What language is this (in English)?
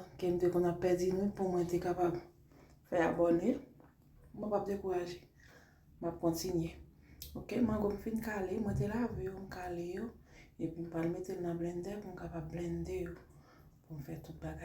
Haitian Creole